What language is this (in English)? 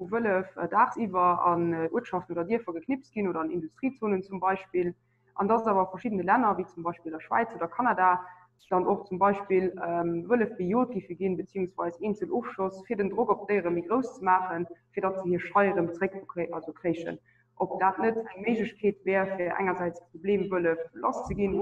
Luxembourgish